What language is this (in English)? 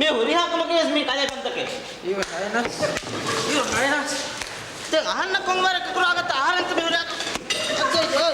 Divehi